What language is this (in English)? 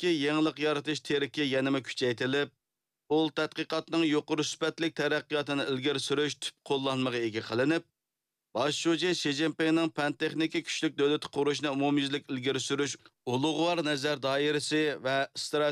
Uyghur